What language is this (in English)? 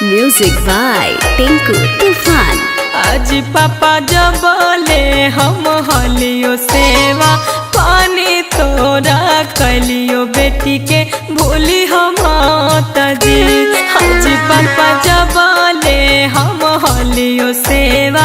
Magahi